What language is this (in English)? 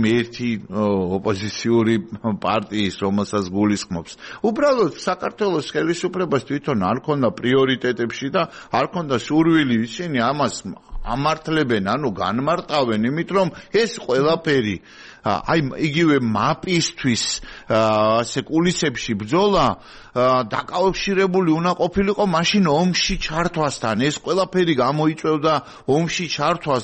Georgian